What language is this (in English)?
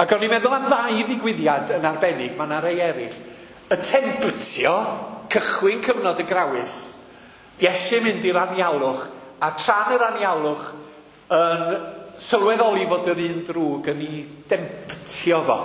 Welsh